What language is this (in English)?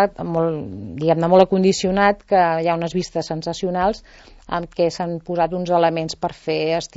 Catalan